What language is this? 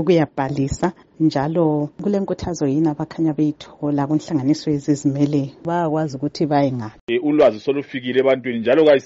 North Ndebele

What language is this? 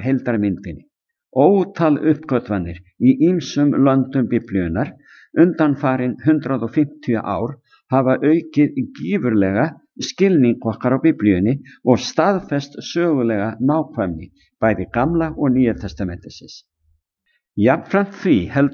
Icelandic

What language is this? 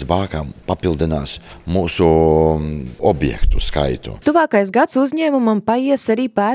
Latvian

